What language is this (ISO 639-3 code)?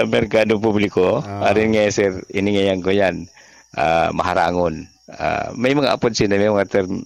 bik